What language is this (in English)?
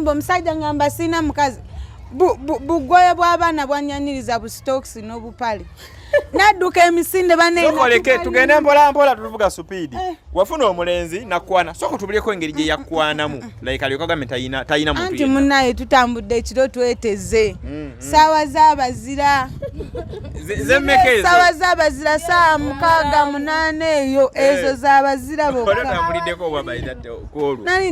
Ganda